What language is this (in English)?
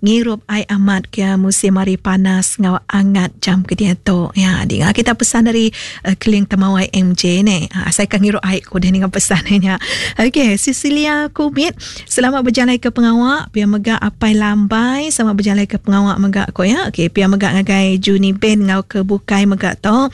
Iban